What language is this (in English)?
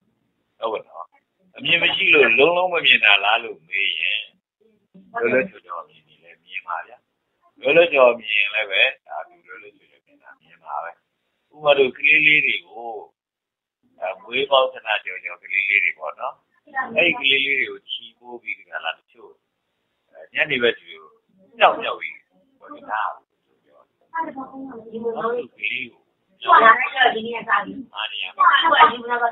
Burmese